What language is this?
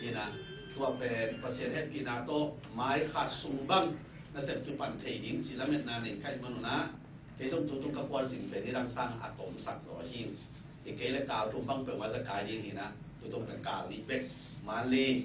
Tedim Chin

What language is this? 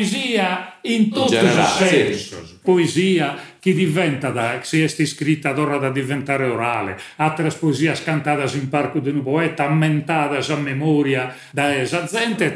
Sardinian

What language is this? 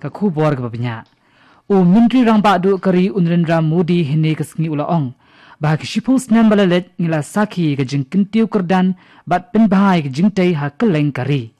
Khasi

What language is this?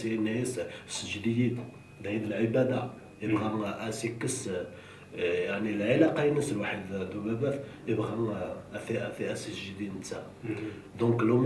Kabyle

